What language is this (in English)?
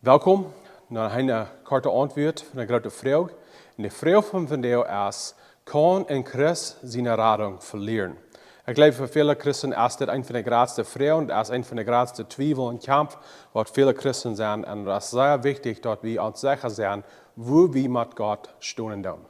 Plautdietsch